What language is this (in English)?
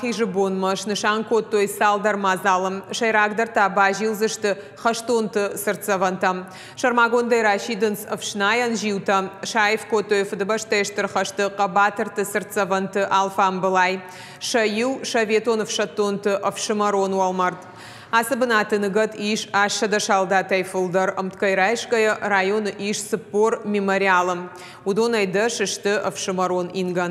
Ossetic